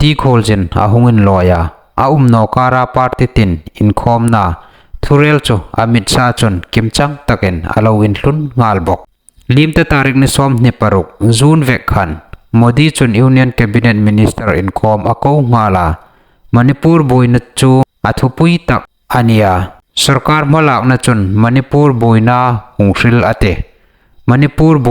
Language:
Hmar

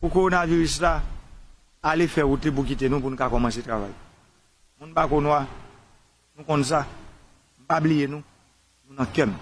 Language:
Haitian Creole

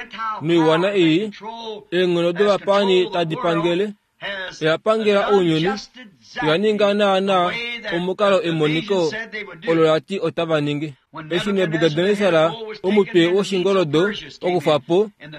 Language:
Kuanyama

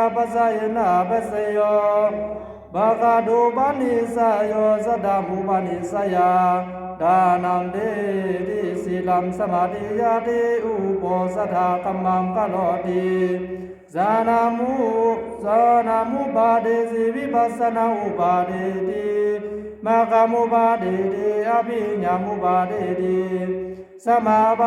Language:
Pali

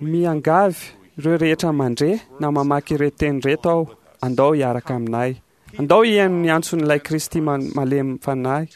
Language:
Malagasy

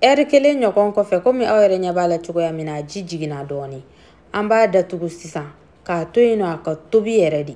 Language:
Bambara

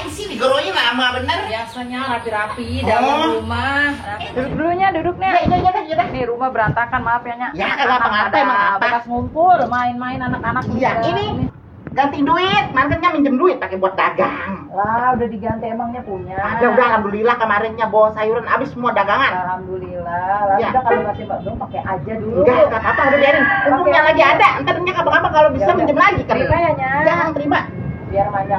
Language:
Betawi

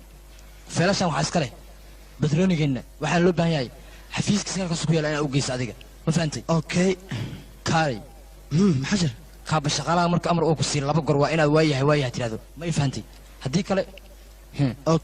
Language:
Somali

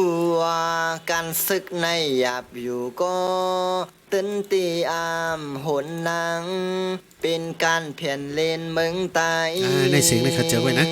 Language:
Shan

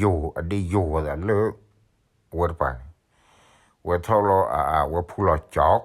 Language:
S'gaw Karen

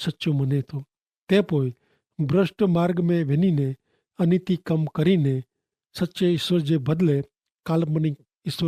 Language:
Kachhi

